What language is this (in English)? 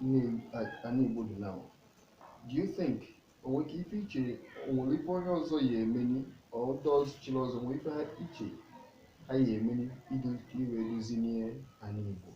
Igbo